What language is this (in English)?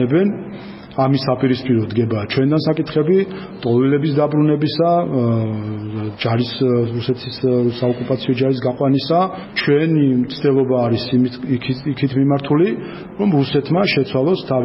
Georgian